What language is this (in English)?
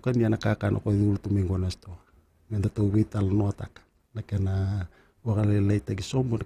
Fijian